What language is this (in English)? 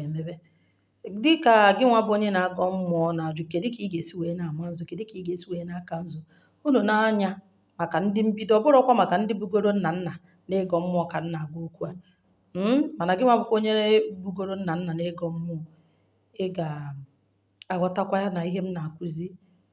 Igbo